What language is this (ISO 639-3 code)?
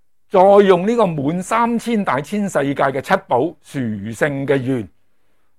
yue